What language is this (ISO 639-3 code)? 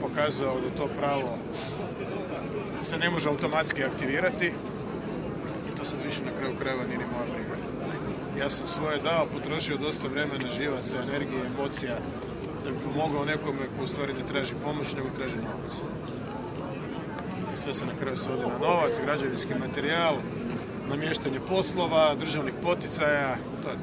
hrv